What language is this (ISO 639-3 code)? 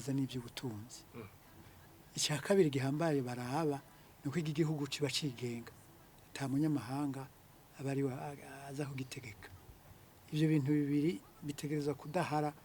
run